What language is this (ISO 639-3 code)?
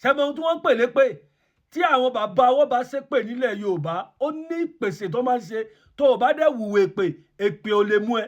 yor